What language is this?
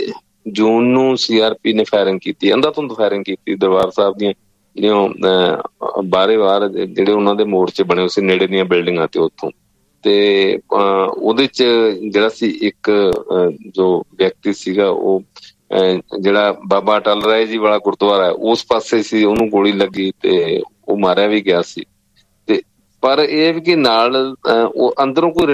Punjabi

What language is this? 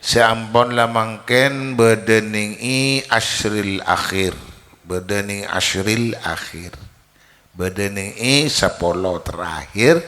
Madurese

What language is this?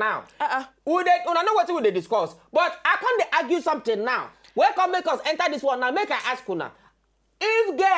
Nigerian Pidgin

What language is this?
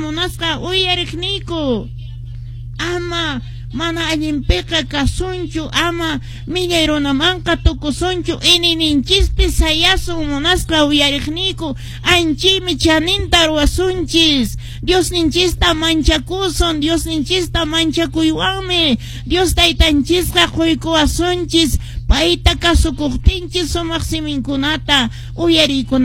Quechua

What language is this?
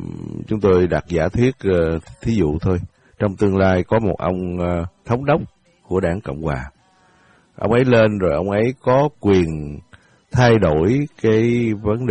Vietnamese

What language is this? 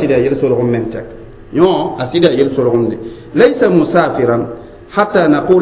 Mossi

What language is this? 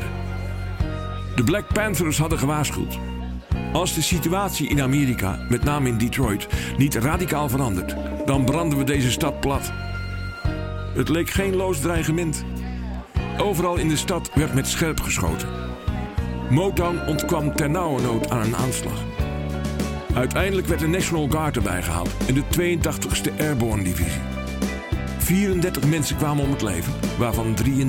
Dutch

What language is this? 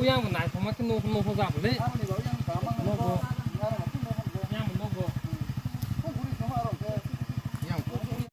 Kok Borok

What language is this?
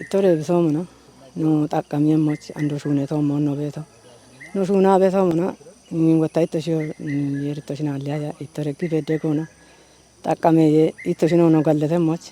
Kafa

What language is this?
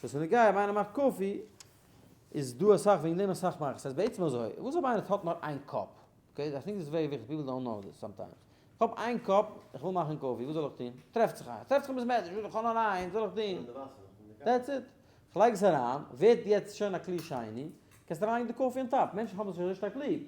Yiddish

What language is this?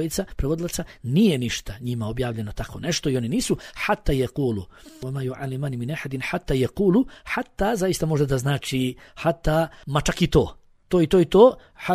Bosnian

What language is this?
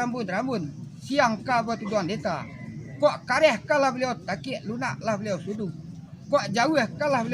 Minangkabau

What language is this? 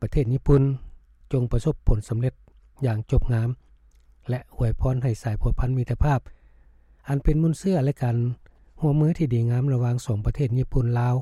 Lao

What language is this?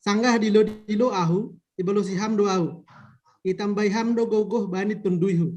Batak Simalungun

